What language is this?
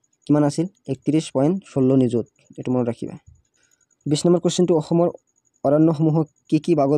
Assamese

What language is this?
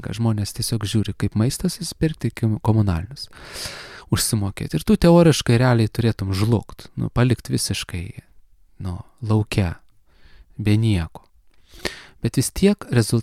Lithuanian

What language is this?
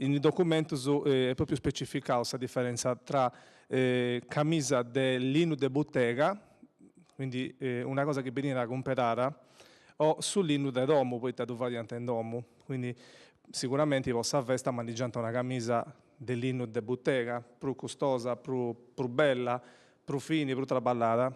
Sardinian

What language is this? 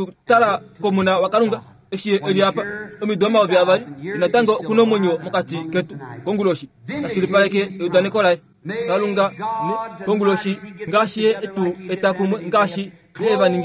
Kuanyama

